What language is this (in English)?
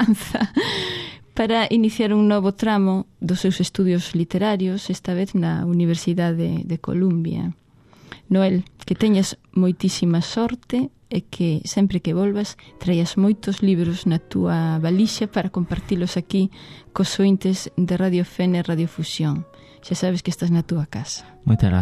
Galician